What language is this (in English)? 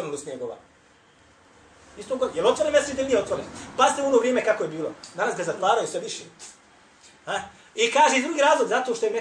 Bosnian